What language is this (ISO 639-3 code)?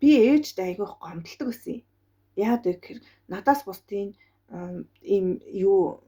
mon